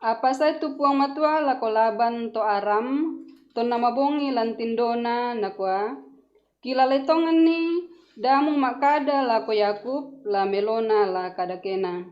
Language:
Toraja-Sa'dan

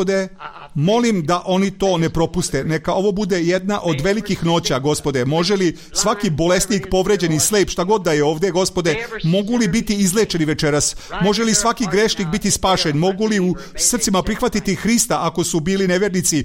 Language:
Serbian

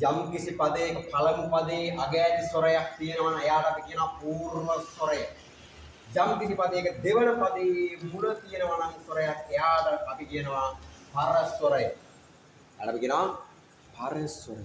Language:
Sinhala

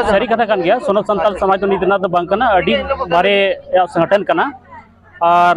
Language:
Santali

